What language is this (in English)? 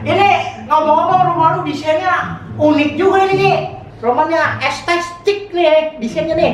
Betawi